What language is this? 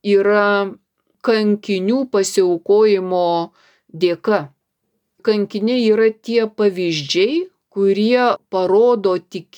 Lithuanian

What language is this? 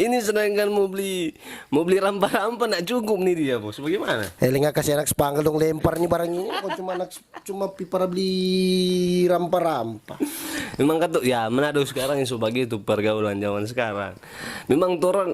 Manado Malay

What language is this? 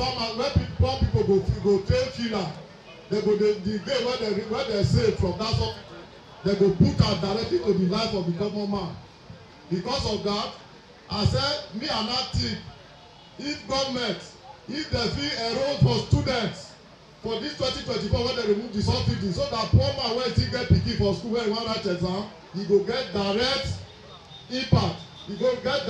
Nigerian Pidgin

